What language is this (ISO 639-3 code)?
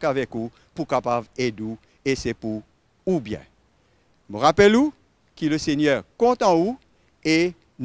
mfe